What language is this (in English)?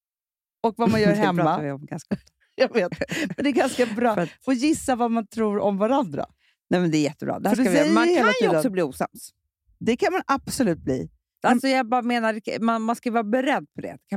Swedish